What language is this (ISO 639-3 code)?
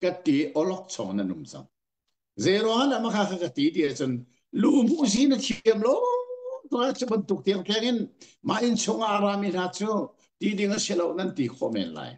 cnh